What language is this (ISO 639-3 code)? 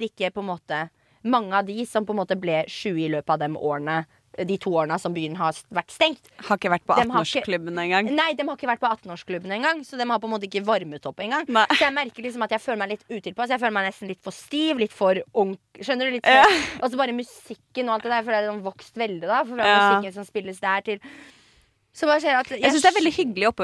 nor